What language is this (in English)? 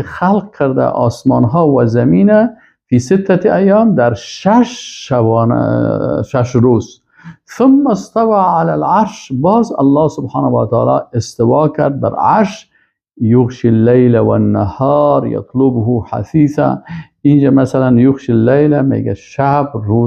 Persian